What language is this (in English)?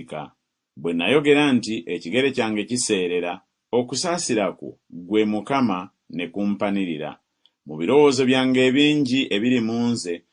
Ganda